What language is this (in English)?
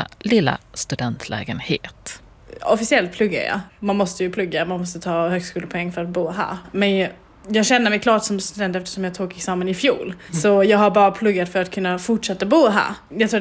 Swedish